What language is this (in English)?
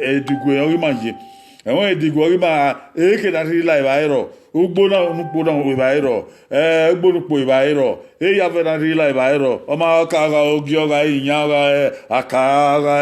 Bini